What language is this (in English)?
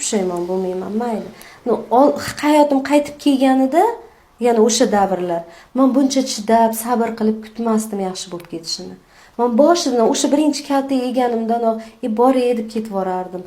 Uzbek